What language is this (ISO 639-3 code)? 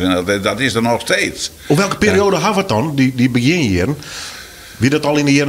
fry